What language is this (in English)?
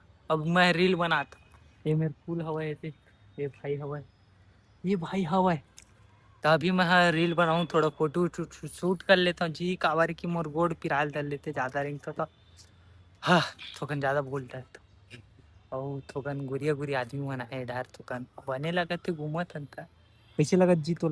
Chhattisgarhi